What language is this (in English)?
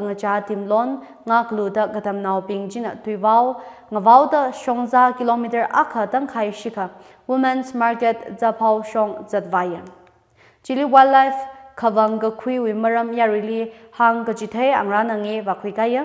Tangkhul Naga (India)